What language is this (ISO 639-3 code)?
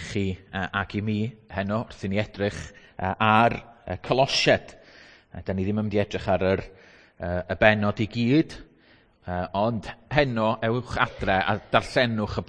cym